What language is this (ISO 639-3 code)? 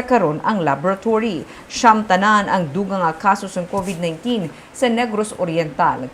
hil